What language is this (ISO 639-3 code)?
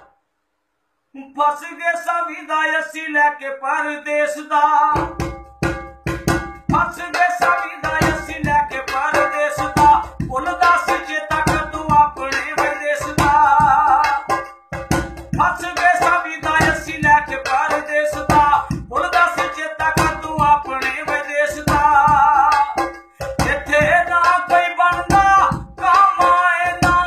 pan